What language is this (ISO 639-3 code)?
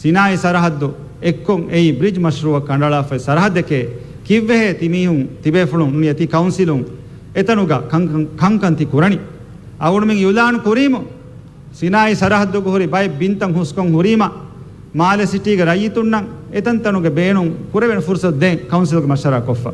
div